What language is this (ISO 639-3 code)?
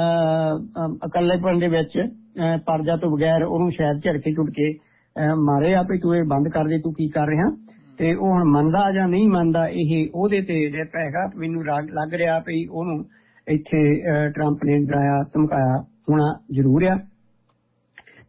pan